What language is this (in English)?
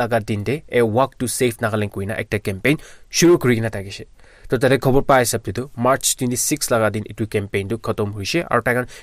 Naga Pidgin